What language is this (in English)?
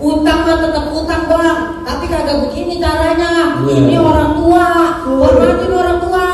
Betawi